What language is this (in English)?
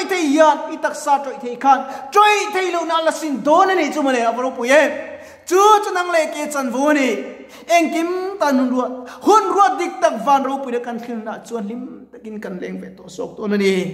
Mizo